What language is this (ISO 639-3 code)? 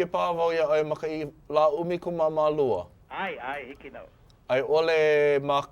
haw